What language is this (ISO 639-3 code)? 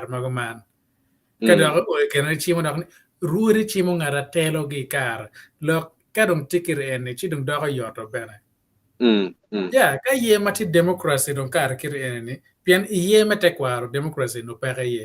ach